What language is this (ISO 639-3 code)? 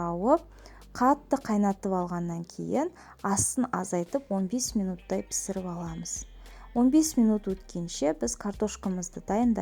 kaz